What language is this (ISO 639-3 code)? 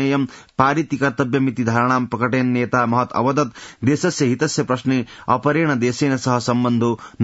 san